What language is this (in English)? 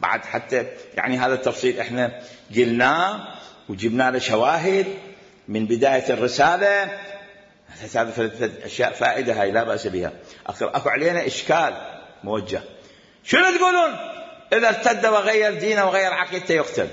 Mesopotamian Arabic